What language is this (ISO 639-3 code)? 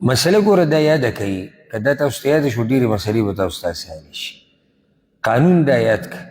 pus